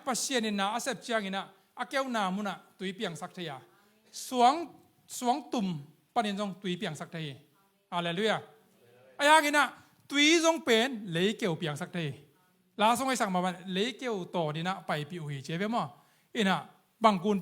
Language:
Tedim Chin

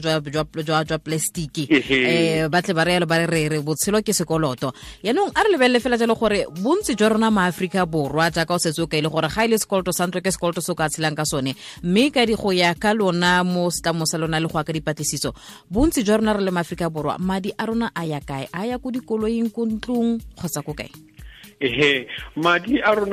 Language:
Tswana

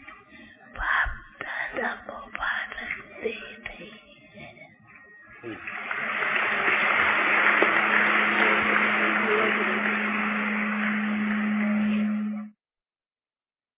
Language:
Hindi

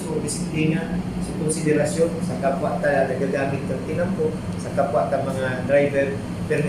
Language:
Bikol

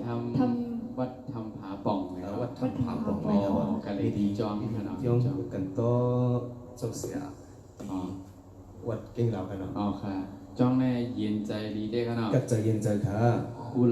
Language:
Shan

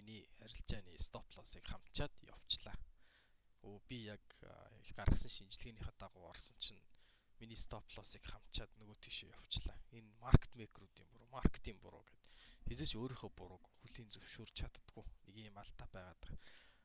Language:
Mongolian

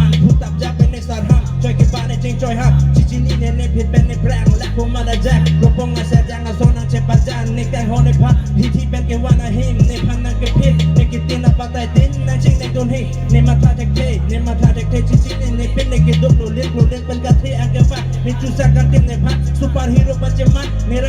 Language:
Karbi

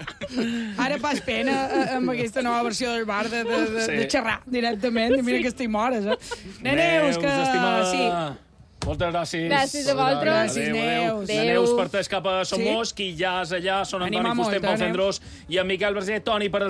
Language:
Catalan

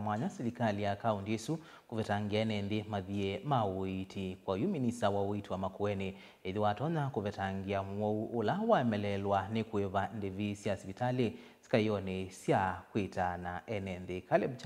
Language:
Kamba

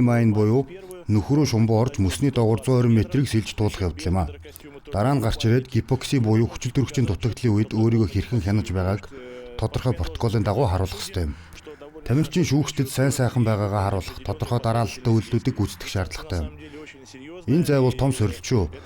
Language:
Mongolian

